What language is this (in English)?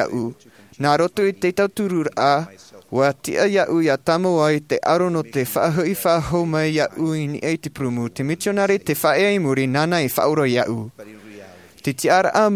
Tahitian